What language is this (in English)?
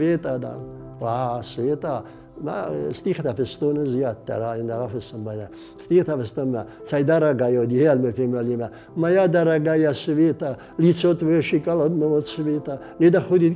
Ossetic